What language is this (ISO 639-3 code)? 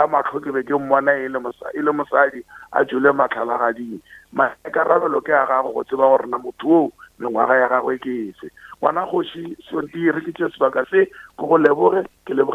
nso